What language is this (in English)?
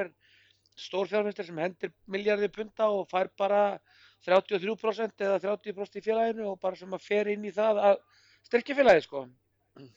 Icelandic